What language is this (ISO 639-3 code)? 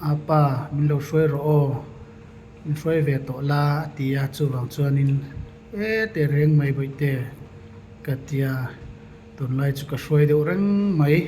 lus